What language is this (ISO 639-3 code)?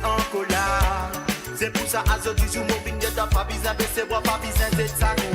mfe